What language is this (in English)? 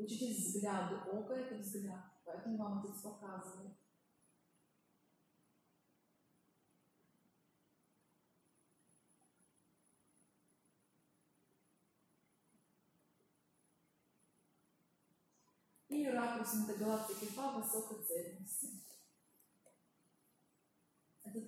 Russian